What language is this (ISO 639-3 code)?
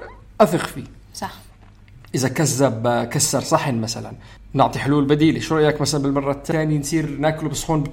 apc